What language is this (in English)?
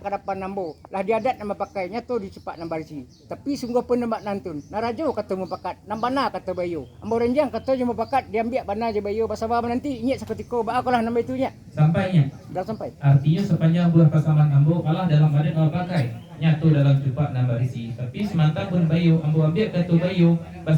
Minangkabau